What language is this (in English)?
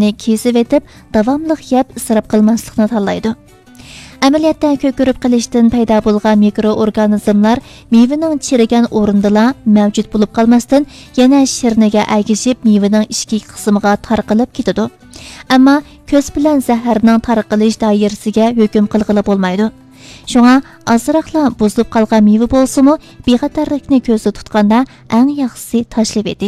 Uyghur